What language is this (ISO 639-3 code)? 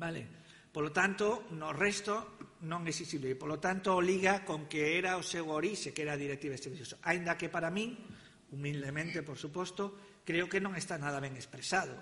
glg